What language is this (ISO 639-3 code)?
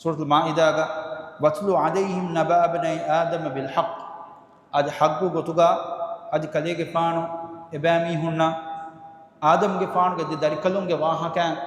div